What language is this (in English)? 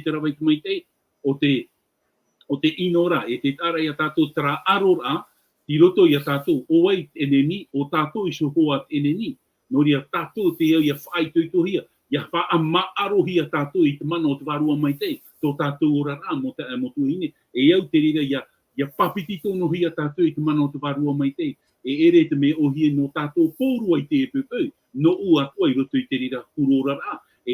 Tahitian